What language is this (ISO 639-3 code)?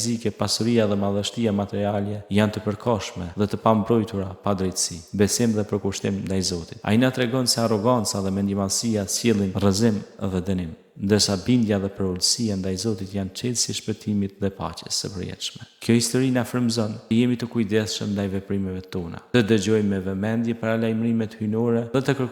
sqi